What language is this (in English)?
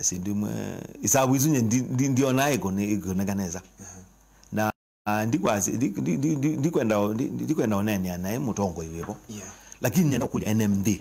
Kamba